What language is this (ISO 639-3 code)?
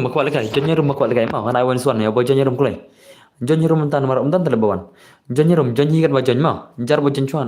kha